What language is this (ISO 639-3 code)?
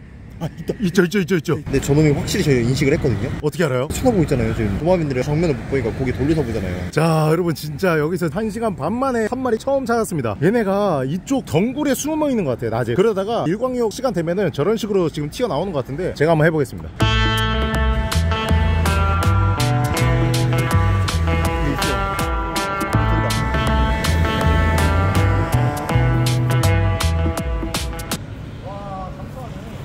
kor